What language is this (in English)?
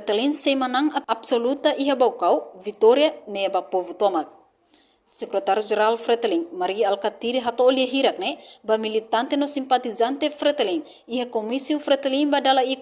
Tetum